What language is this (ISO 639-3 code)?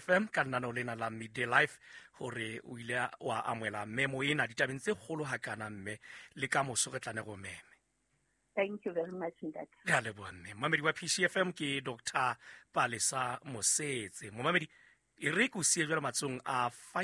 sot